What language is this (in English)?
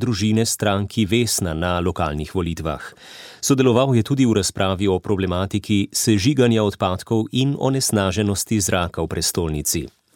Slovenian